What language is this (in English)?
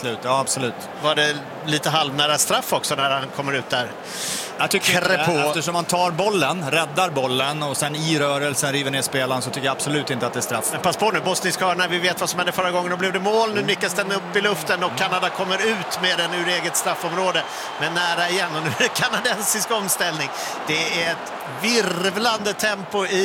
Swedish